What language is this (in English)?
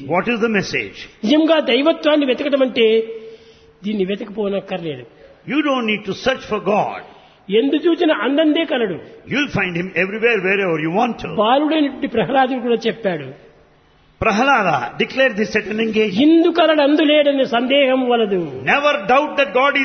Telugu